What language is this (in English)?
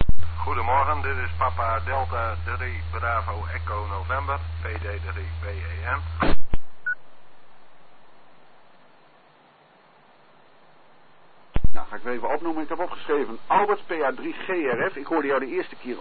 Dutch